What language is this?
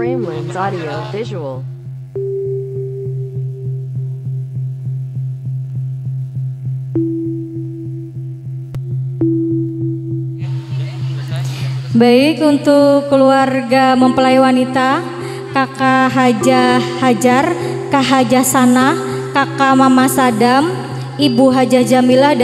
Indonesian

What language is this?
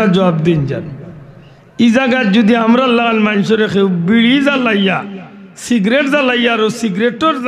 Sylheti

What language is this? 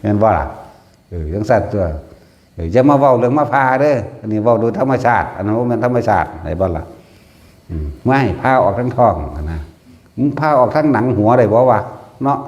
Northeastern Thai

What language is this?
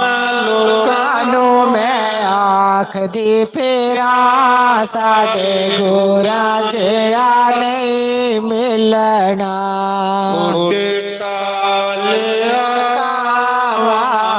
Dogri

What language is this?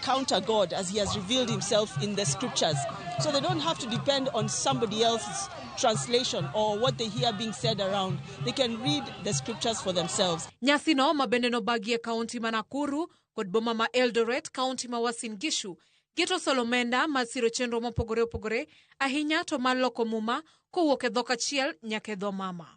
Luo (Kenya and Tanzania)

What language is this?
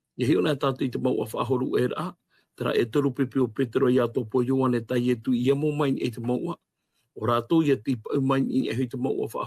Tahitian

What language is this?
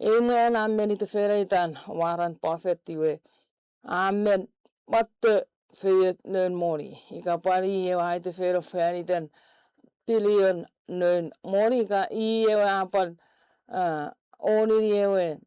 Chuukese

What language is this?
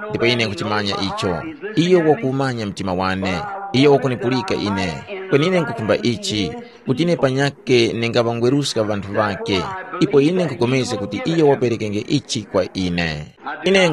Tumbuka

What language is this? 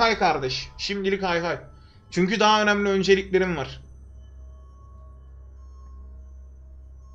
Turkish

